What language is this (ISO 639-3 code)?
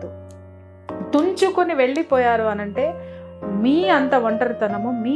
tel